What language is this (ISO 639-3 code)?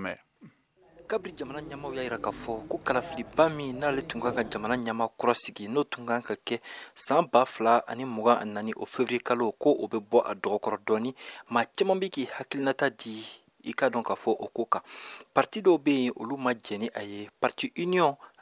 bam